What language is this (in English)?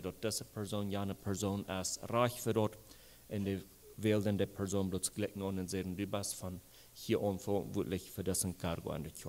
Plautdietsch